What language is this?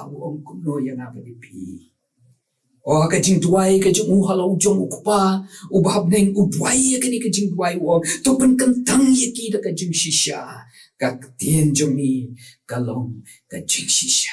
Khasi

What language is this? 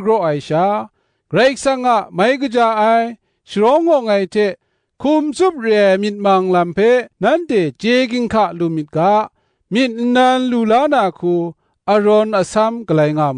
Kachin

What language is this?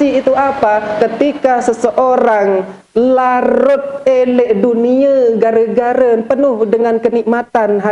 Sasak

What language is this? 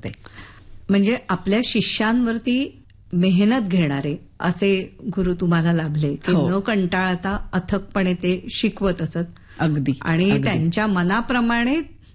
Marathi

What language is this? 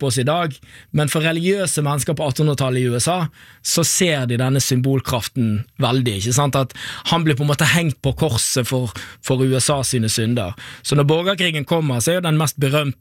Norwegian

